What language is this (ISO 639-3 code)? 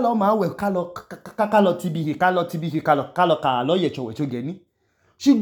idu